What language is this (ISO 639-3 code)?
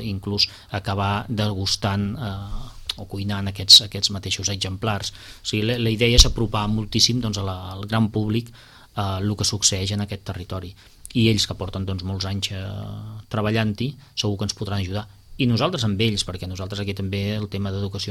cat